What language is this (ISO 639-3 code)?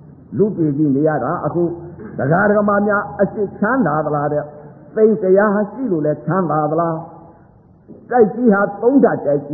mya